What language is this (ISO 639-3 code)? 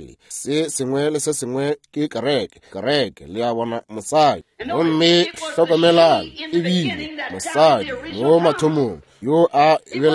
nso